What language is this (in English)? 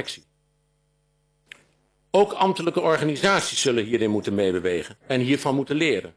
Dutch